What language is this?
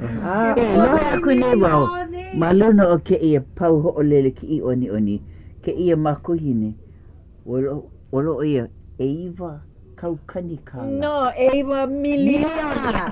Hawaiian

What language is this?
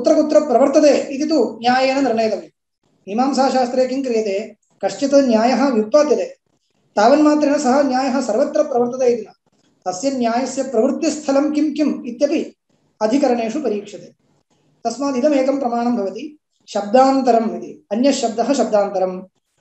Sanskrit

